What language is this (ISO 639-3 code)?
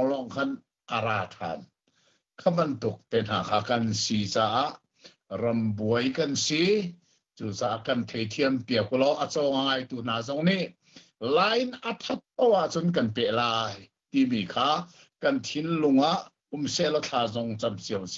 cnh